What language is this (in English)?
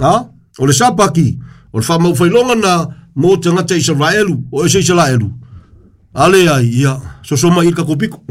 Samoan